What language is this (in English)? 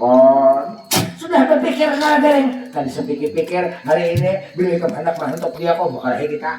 Banjar